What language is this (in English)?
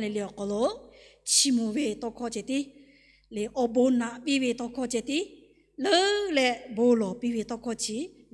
Lahu